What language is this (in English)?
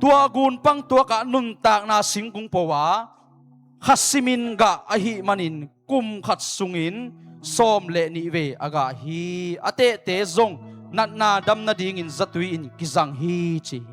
Tedim Chin